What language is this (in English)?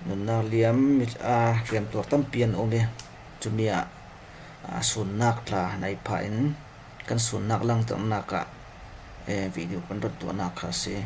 Falam Chin